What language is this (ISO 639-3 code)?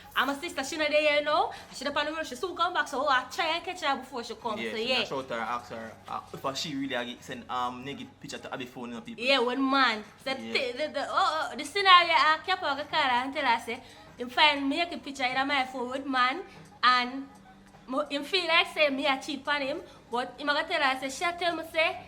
jam